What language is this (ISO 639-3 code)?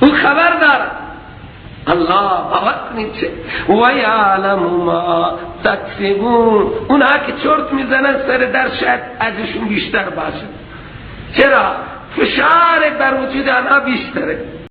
fas